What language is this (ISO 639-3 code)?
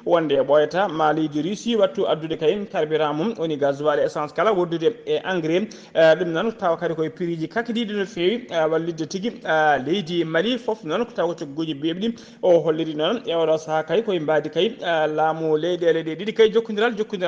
ful